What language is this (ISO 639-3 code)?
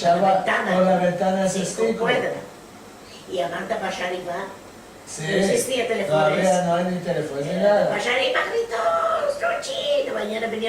lad